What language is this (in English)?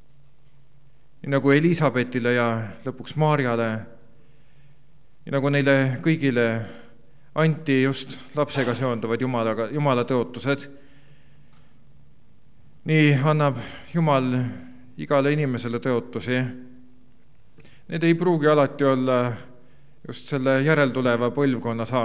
Estonian